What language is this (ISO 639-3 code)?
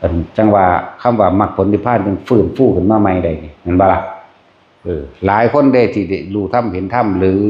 tts